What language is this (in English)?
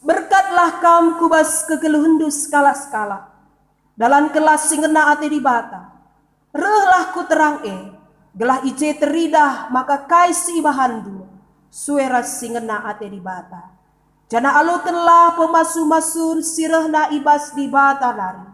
Batak Karo